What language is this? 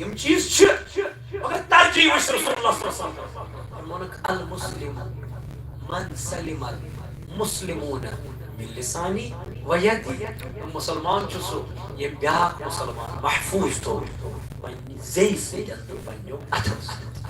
Kashmiri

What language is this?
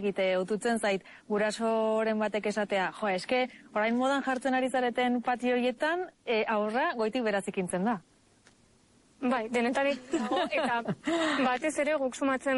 Basque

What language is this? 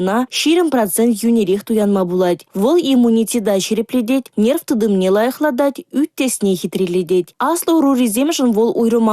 Chuvash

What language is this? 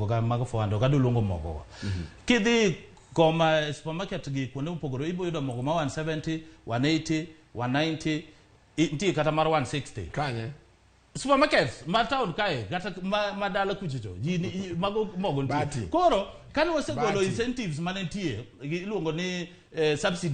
Luo (Kenya and Tanzania)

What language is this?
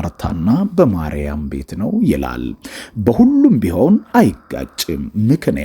Amharic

